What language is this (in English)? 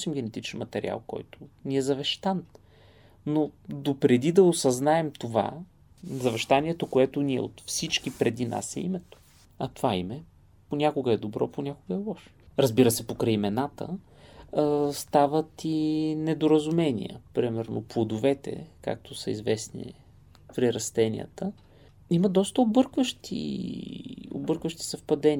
Bulgarian